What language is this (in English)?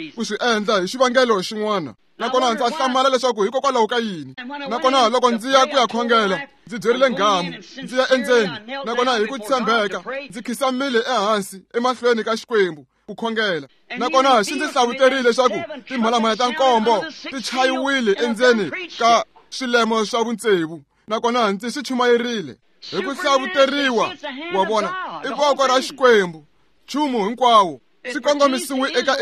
Tsonga